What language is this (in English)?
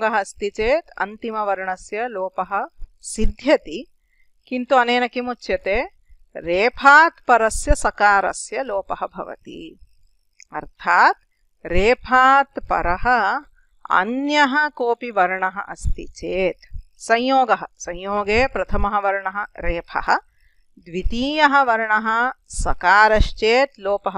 Sanskrit